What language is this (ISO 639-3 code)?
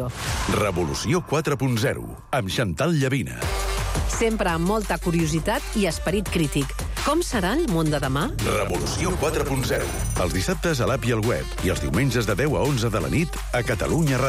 cat